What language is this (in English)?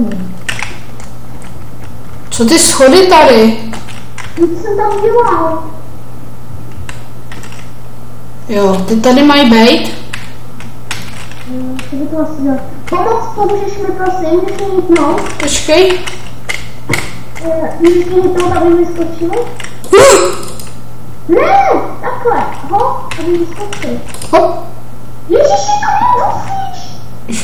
Czech